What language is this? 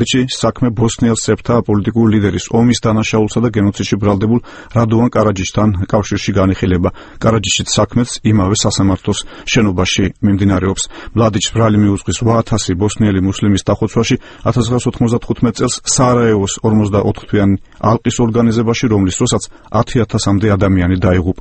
Georgian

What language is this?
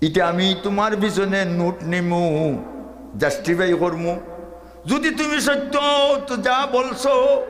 Sylheti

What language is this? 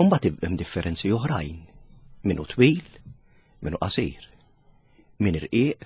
Maltese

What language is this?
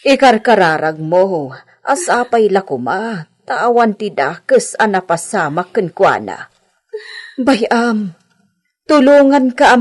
Iloko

